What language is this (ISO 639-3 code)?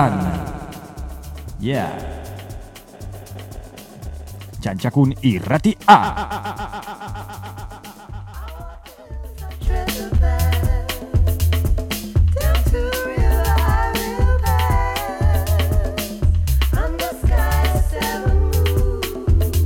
eus